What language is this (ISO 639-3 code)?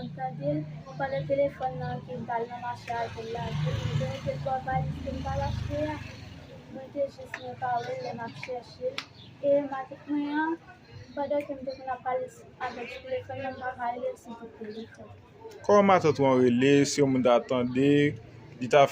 hat